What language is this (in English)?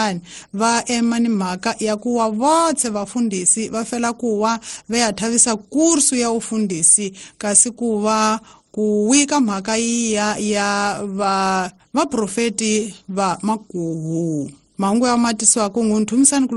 Tsonga